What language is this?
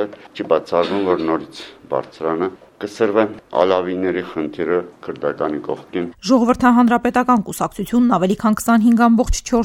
Armenian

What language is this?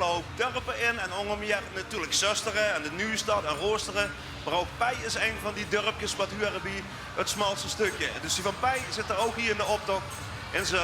Limburgish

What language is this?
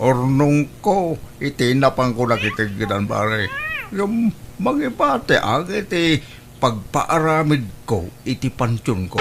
Iloko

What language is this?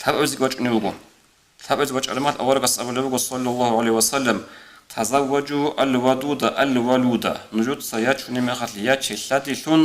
Avaric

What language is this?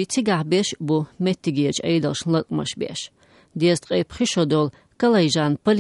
Chechen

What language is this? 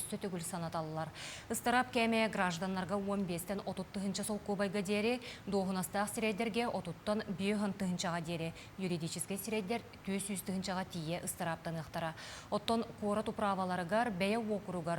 Yakut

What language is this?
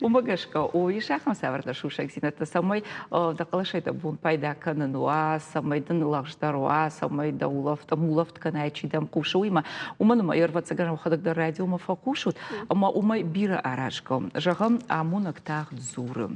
Ossetic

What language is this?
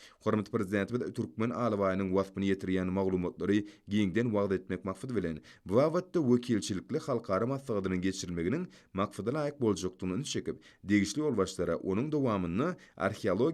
Turkmen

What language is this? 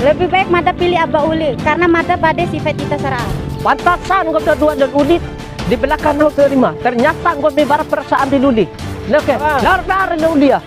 Bima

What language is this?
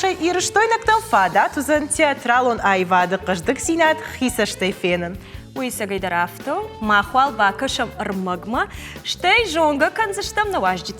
Ossetic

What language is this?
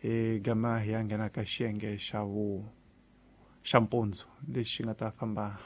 Tsonga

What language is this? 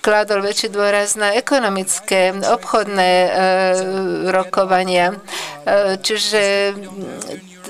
Slovak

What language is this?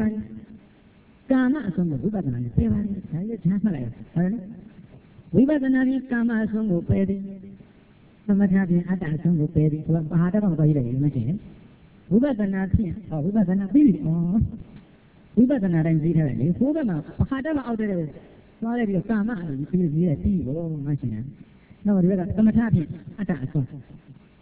Burmese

